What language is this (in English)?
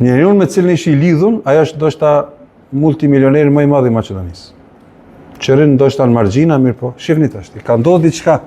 Albanian